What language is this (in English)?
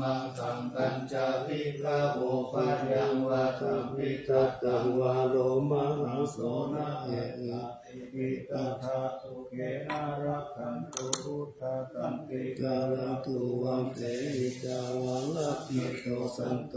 Pali